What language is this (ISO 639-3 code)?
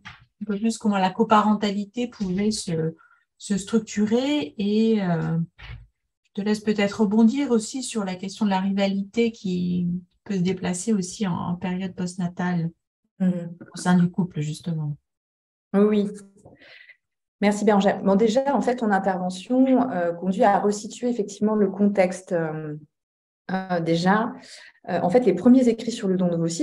fra